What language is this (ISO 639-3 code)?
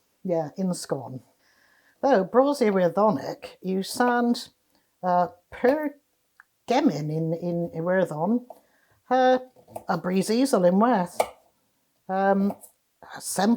cor